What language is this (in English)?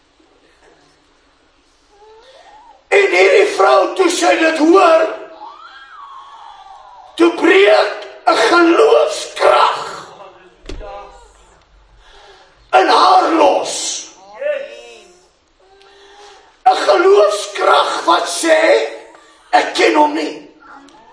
Afrikaans